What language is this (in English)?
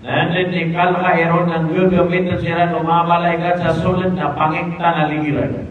Maranao